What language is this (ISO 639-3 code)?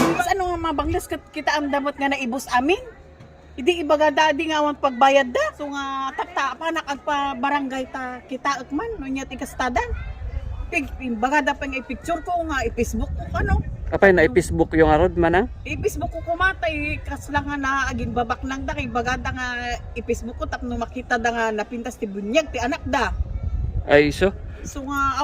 ilo